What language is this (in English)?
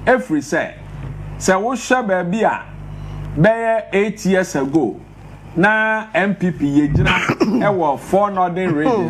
Akan